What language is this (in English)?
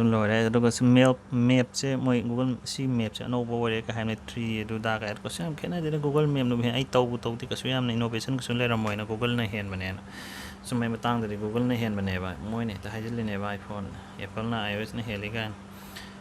Manipuri